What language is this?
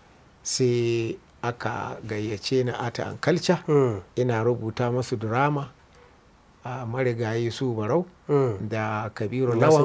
Hausa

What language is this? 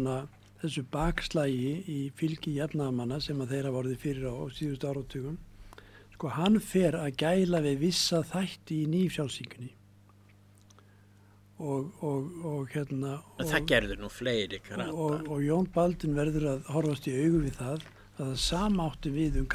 Icelandic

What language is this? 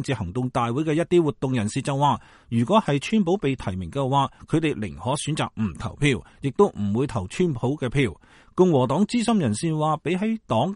Cantonese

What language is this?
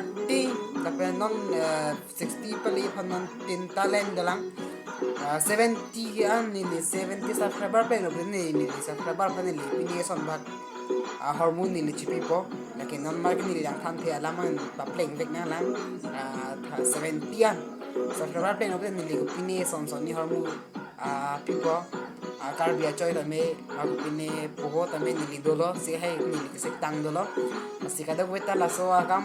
Karbi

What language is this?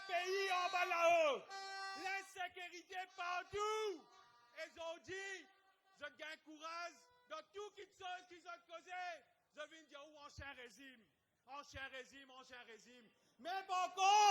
Morisyen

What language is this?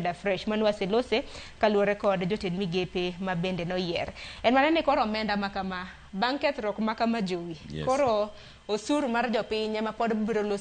Luo (Kenya and Tanzania)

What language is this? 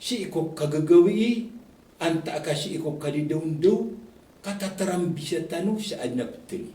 Maranao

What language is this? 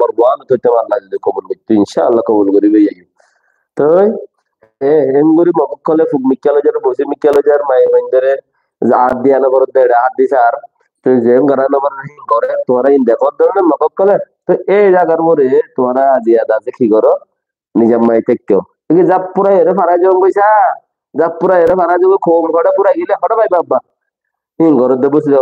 Rohingya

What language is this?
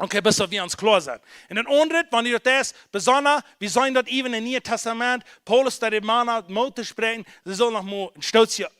Plautdietsch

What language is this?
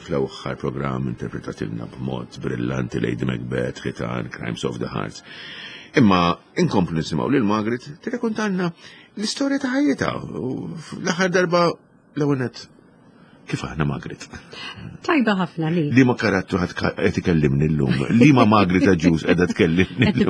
Maltese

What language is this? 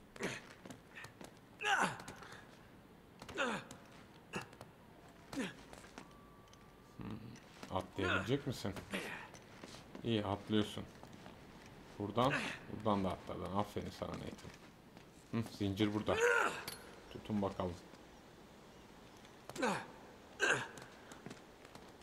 Turkish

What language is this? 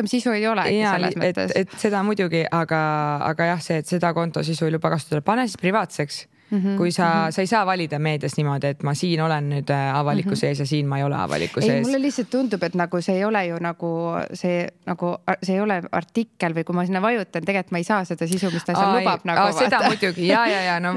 Estonian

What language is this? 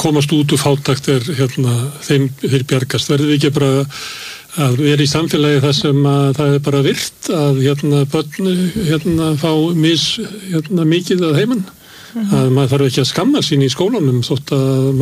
Icelandic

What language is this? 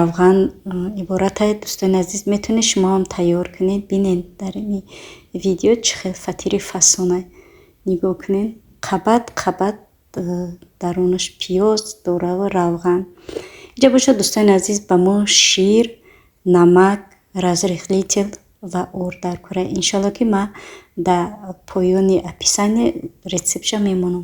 Tajik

